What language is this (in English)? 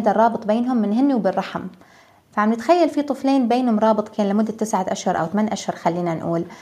North Levantine Arabic